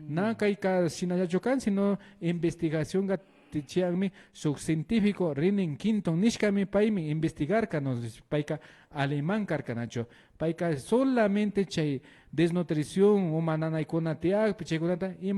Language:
Imbabura Highland Quichua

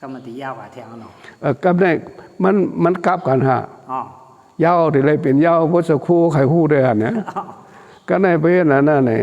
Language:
Shan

